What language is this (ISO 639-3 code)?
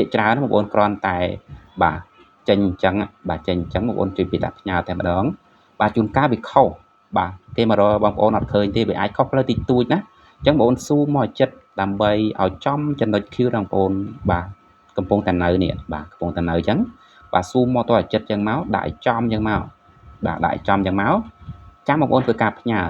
khm